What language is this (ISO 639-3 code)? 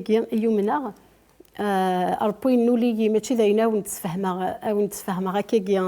kab